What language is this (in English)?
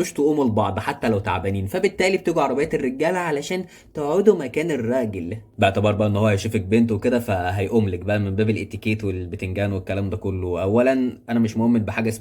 Egyptian Arabic